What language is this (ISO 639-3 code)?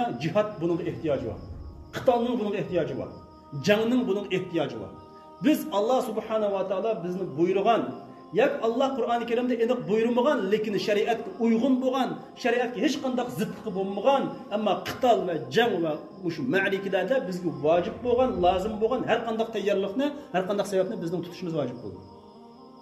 uig